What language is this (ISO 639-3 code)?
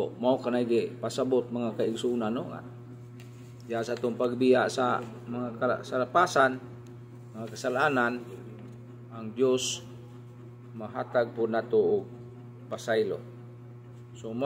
ceb